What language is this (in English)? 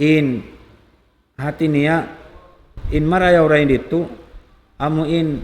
Tausug